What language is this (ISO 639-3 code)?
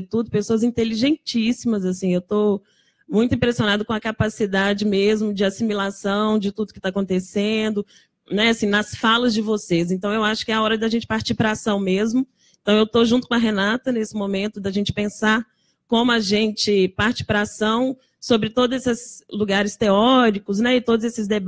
por